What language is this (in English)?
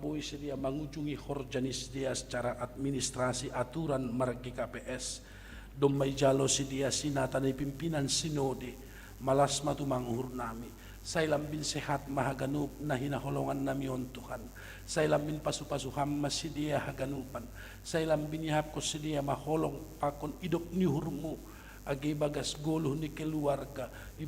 Batak Simalungun